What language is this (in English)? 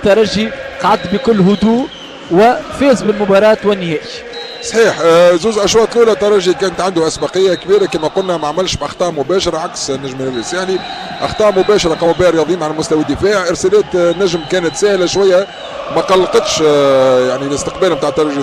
Tunisian Arabic